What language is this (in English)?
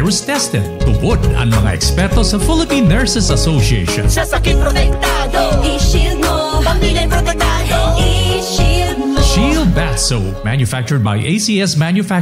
Bikol